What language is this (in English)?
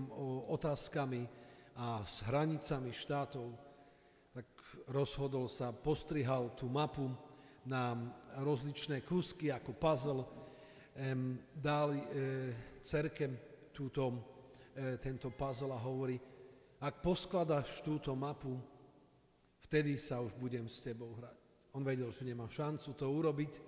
Slovak